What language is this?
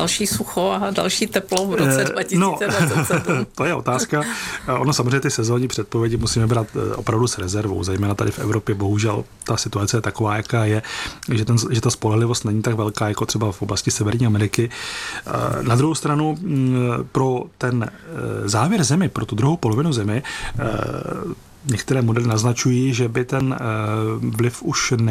Czech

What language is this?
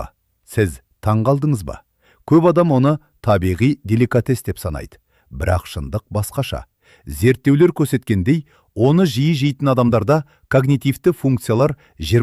Kazakh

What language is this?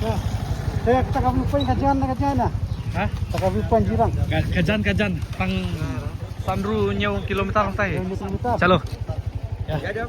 Khasi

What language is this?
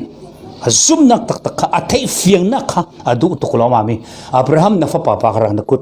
Falam Chin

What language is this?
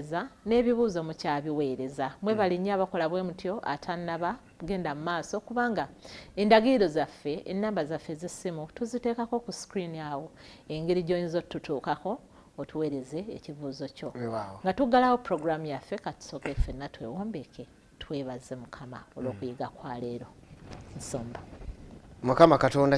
Ganda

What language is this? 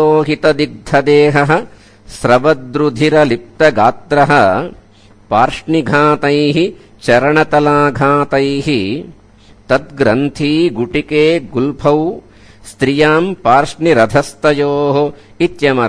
Sanskrit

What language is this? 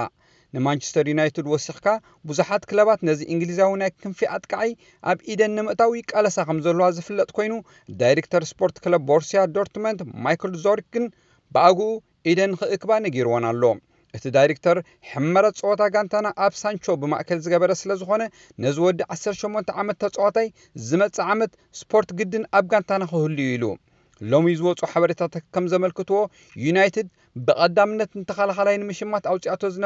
Tigrinya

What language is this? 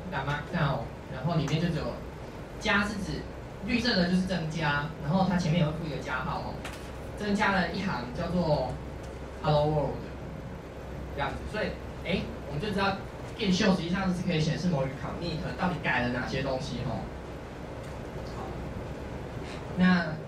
Chinese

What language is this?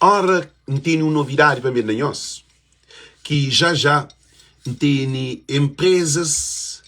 Kabuverdianu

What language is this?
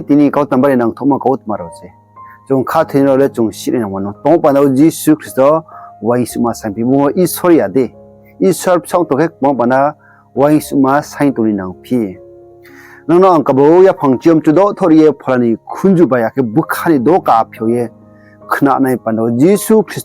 Riang (India)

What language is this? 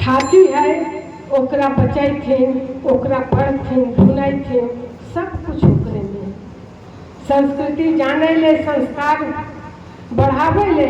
Magahi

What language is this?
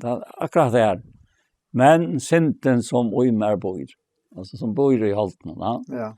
Faroese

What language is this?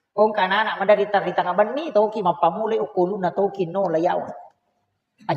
Buginese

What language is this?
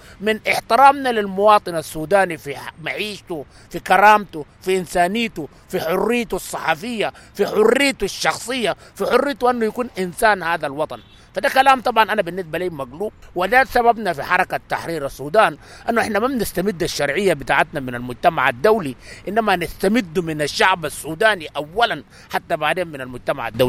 Sudanese Arabic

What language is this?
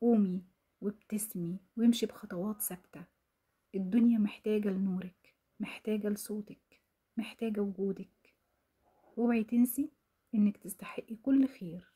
Egyptian Arabic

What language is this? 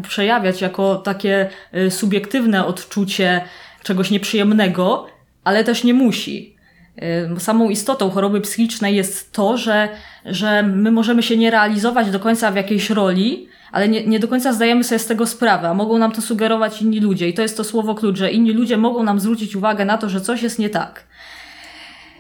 Polish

